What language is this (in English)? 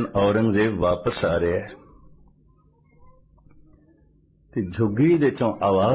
Punjabi